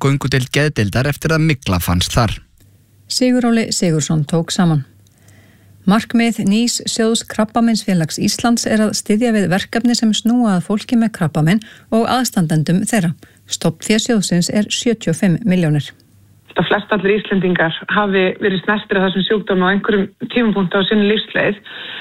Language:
Icelandic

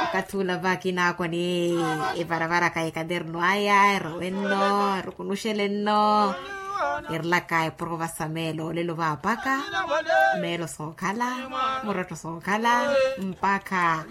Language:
Makhuwa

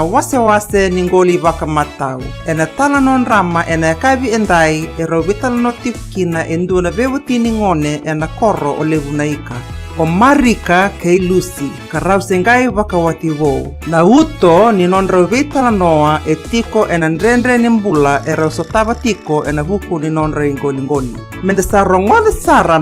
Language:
Fijian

